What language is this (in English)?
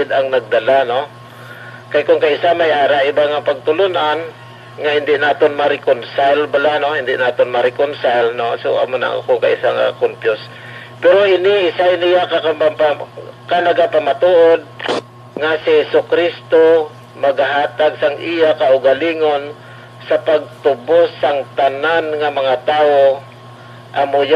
Hiligaynon